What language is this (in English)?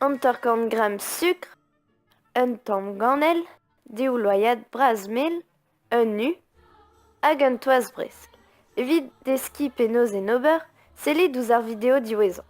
Breton